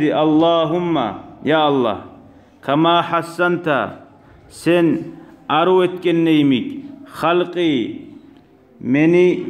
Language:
Kumyk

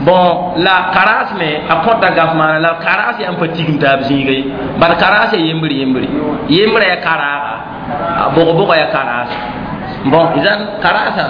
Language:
Mossi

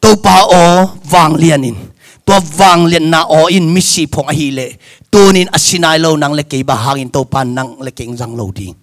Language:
Tedim Chin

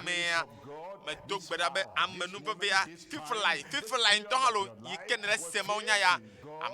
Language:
Ewe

